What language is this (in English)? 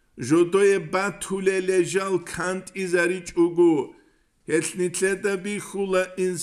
Avaric